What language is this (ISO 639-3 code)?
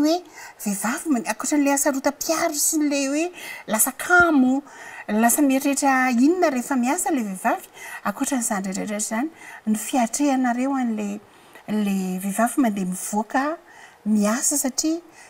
mlg